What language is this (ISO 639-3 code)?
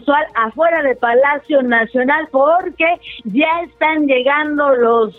spa